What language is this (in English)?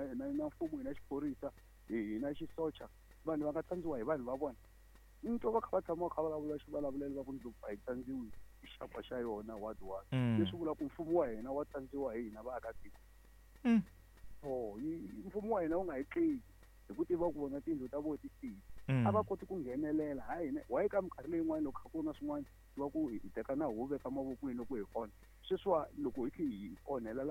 Tsonga